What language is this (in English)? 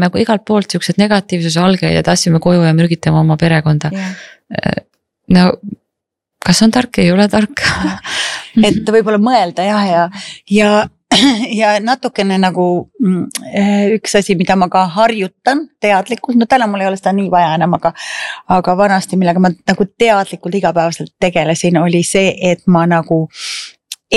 Estonian